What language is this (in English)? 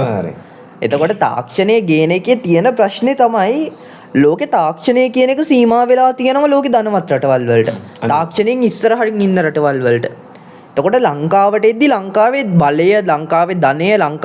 Sinhala